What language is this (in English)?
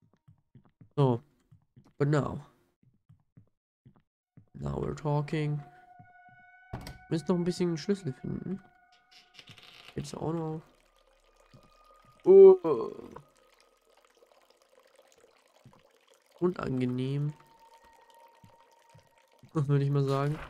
German